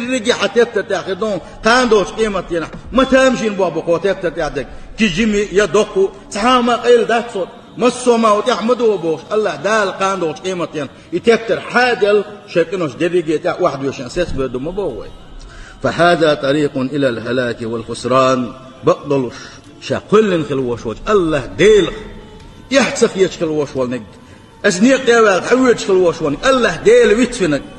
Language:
Chechen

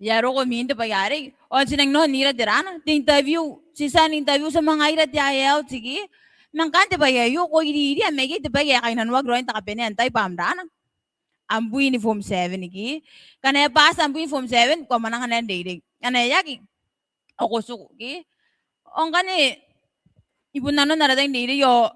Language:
Gilbertese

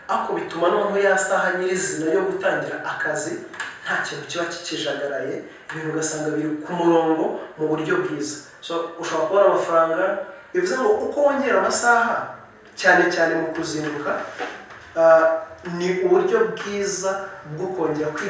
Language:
Kinyarwanda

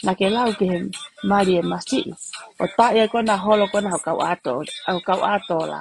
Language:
Tongan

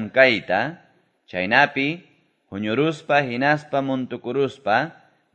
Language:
Quechua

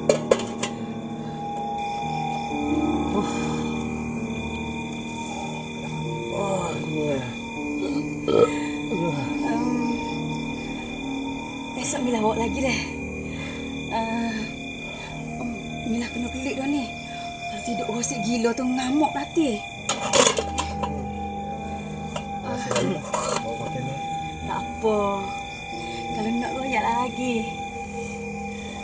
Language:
Malay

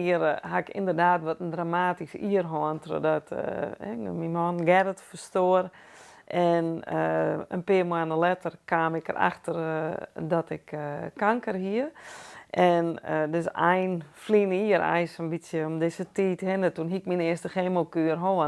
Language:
Western Frisian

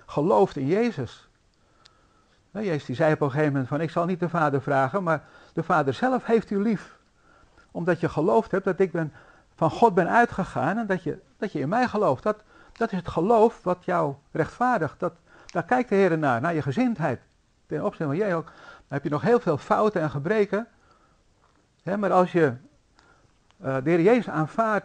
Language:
Dutch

